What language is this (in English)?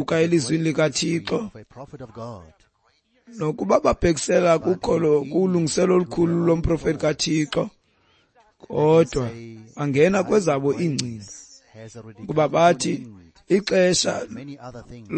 Xhosa